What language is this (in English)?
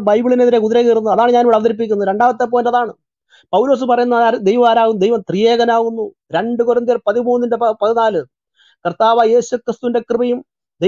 Malayalam